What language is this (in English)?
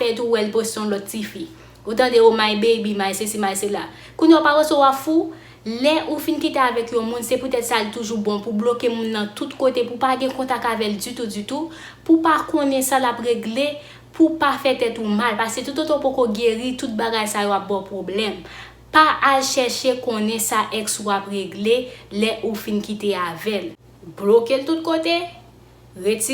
Haitian Creole